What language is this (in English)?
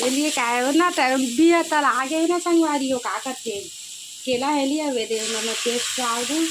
Chhattisgarhi